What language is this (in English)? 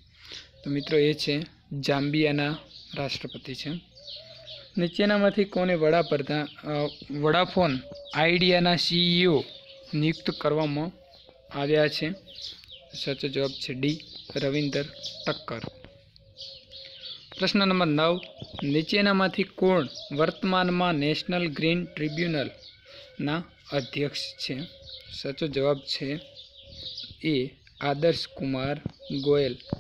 Gujarati